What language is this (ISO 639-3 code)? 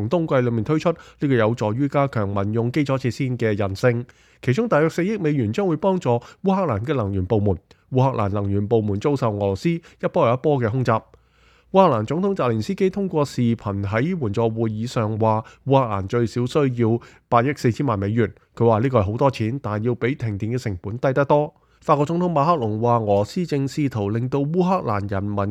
yue